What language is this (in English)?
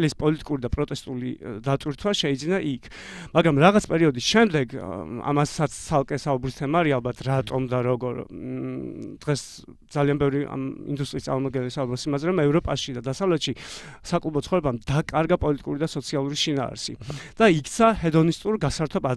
Georgian